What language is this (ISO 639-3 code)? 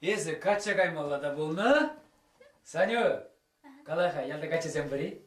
chv